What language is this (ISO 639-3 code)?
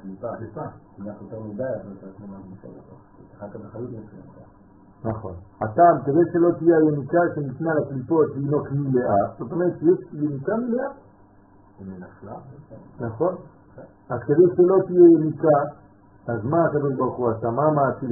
heb